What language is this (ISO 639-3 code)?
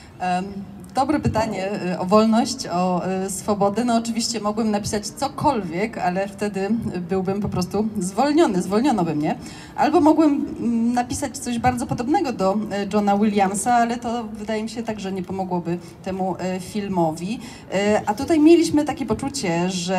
pol